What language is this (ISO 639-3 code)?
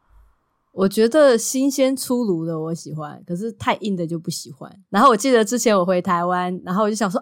zho